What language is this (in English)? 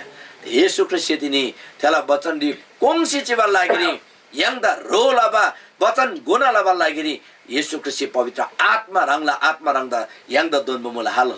Eastern Tamang